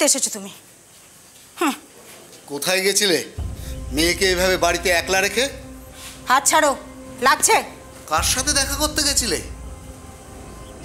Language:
Bangla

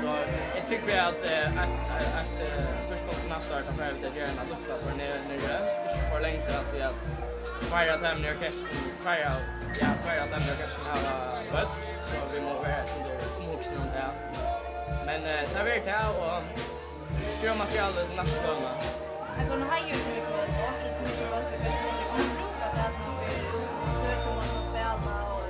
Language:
Faroese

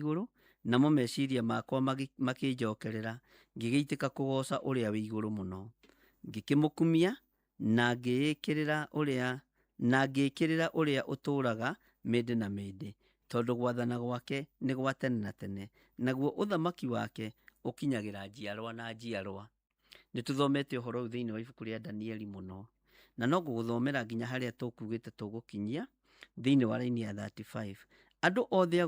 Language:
Kikuyu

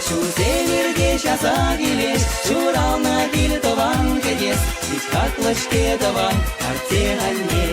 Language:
Chuvash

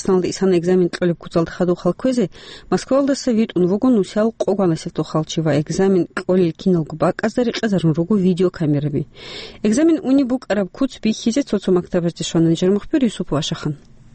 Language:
Avaric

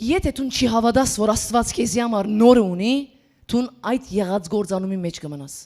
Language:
Western Armenian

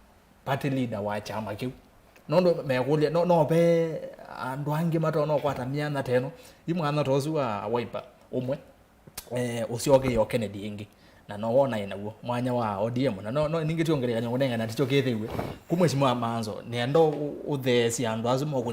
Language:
Kamba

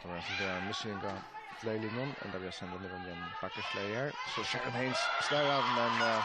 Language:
Faroese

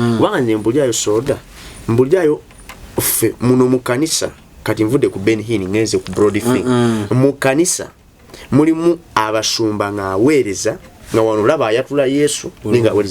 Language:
Ganda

